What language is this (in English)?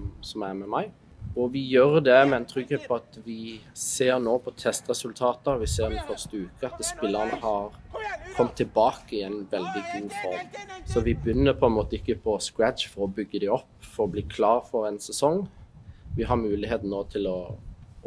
Norwegian